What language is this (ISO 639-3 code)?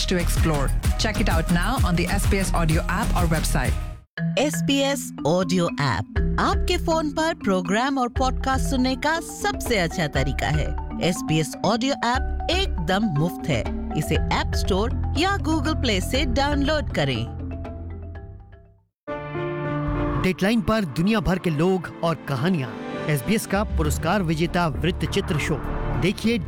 hin